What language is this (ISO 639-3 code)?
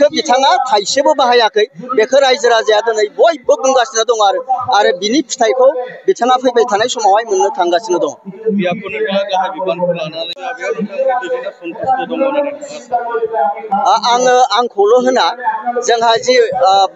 brx